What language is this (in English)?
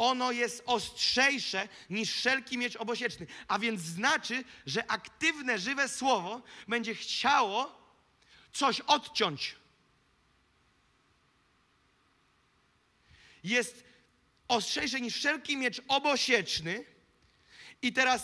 Polish